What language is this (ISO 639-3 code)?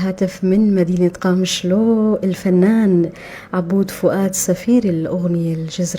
apc